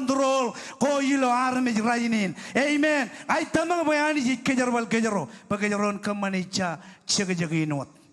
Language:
Marshallese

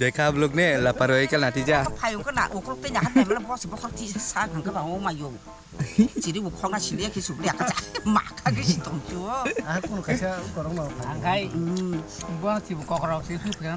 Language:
Kok Borok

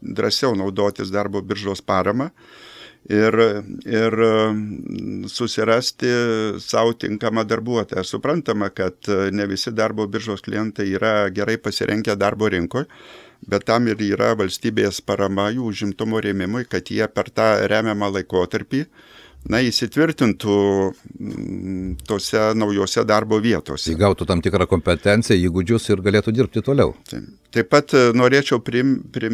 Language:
Lithuanian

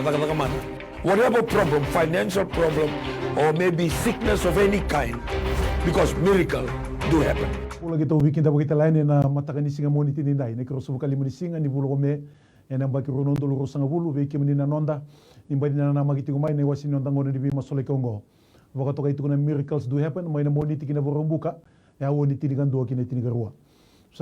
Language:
Fijian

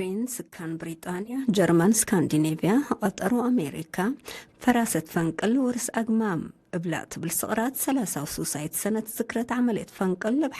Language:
Tigre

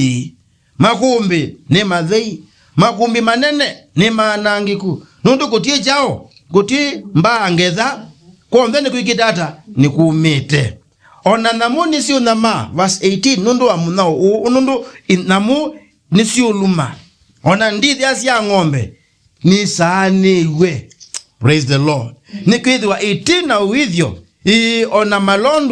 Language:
Kamba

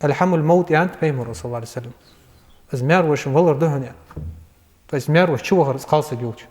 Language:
Ingush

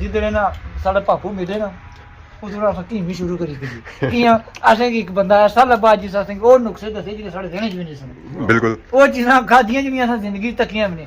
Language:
Pahari-Potwari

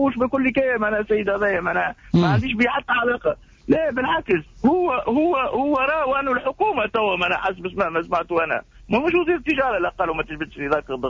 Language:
Tunisian Arabic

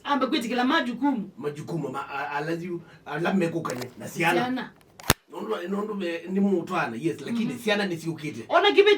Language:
Kamba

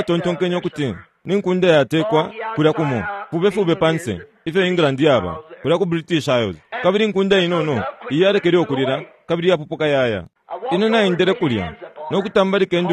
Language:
Bemba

